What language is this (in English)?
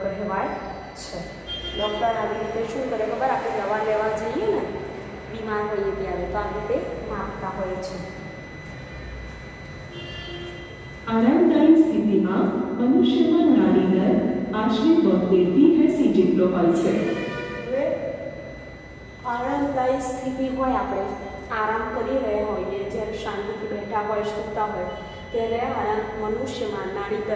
Gujarati